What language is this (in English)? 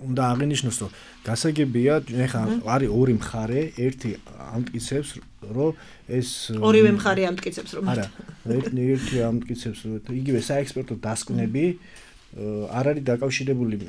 Georgian